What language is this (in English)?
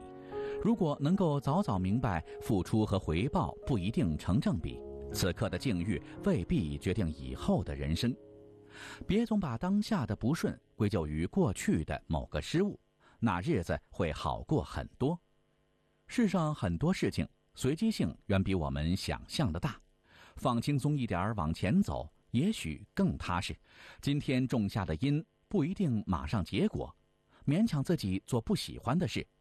Chinese